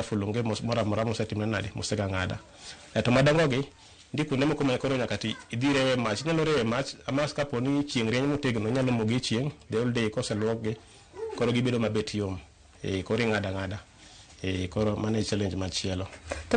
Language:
Luo (Kenya and Tanzania)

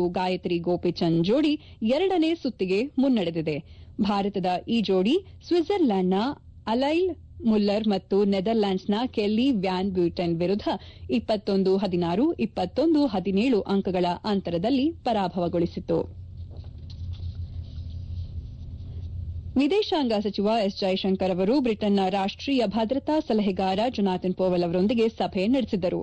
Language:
Kannada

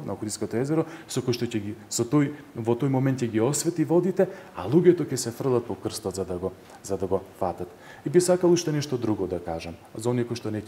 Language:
Macedonian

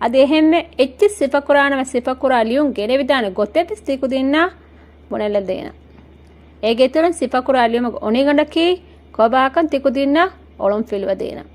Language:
Divehi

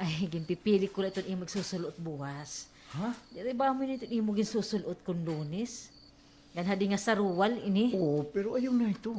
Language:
Waray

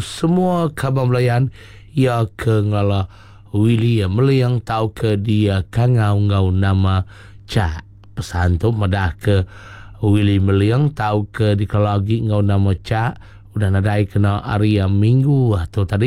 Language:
Iban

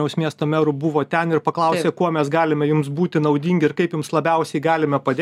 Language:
Lithuanian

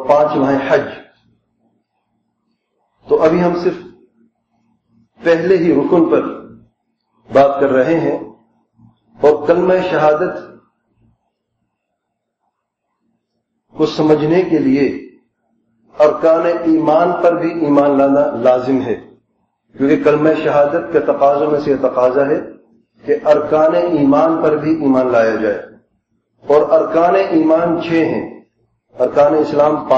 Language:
Urdu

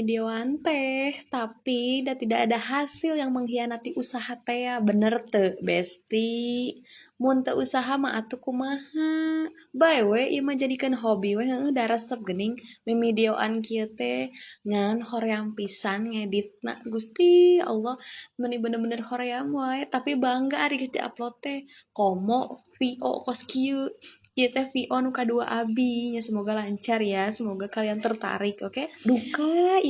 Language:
Sundanese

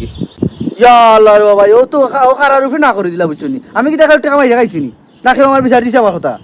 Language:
Sylheti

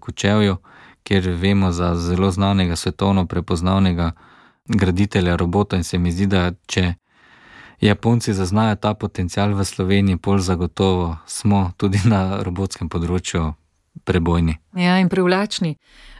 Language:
Slovenian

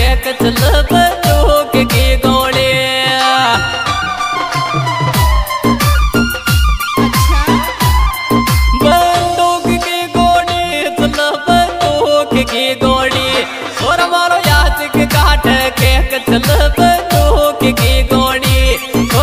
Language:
Bhojpuri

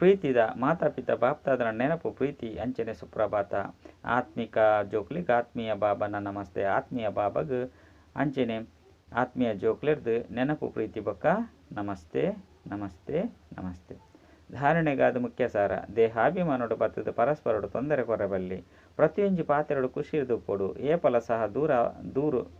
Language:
Tulu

